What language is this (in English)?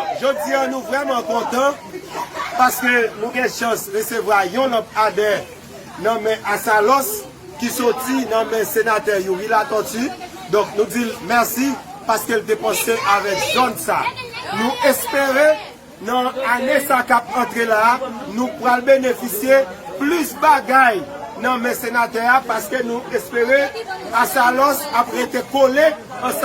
Haitian Creole